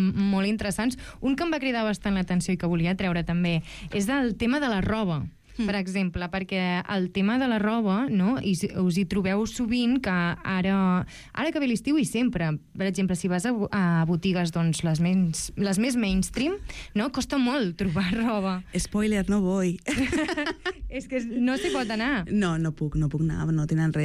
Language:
Catalan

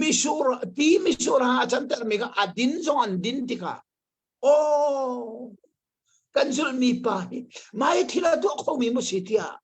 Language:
Hakha Chin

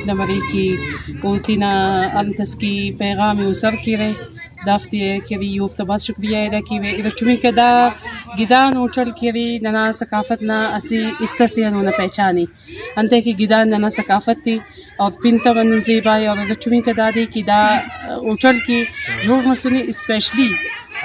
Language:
Brahui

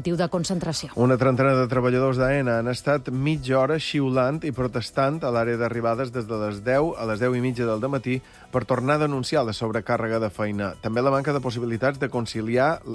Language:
Catalan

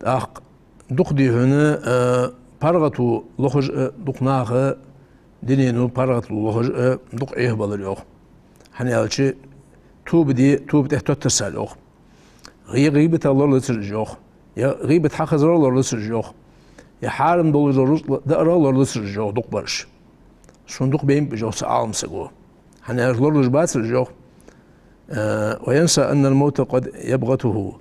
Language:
Ingush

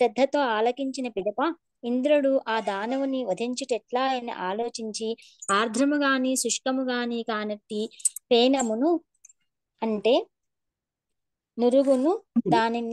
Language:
Telugu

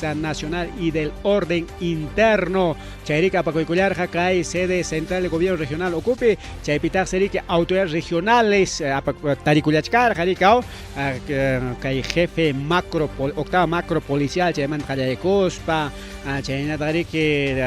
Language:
Ayacucho Quechua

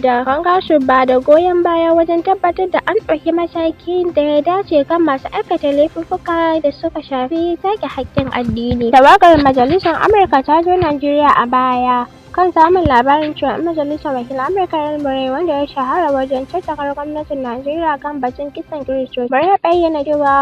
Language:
Hausa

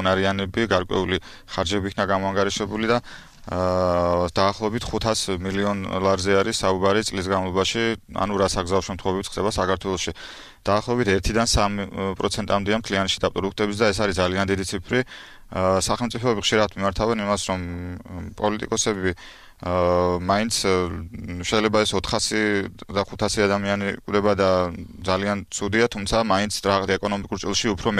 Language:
Georgian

